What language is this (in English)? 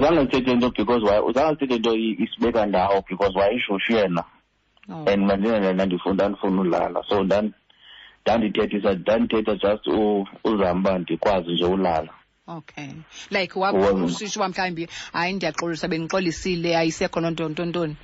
Xhosa